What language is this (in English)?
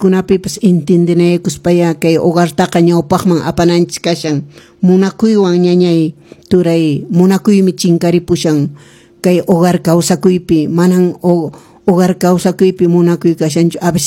Quechua